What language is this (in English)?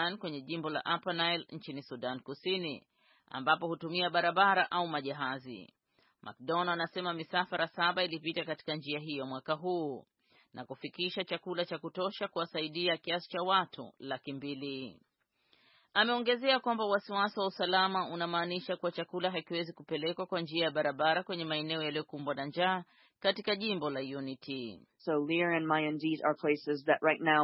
Swahili